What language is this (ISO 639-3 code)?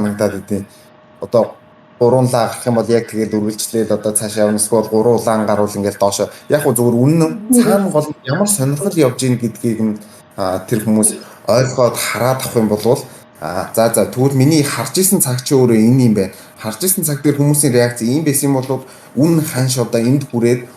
mon